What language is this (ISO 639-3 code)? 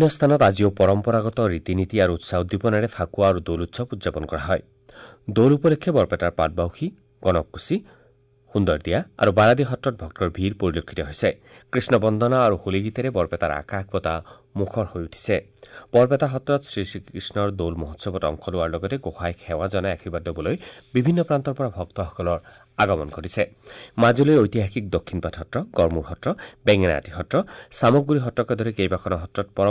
asm